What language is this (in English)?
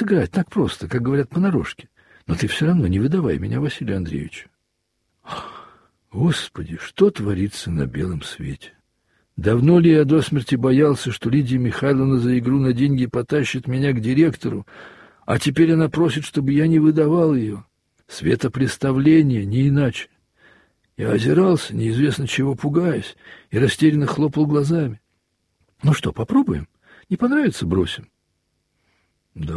Russian